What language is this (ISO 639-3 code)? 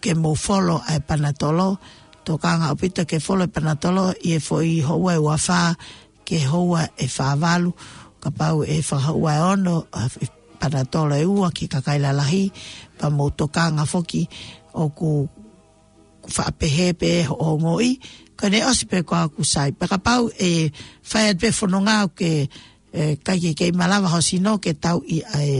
ton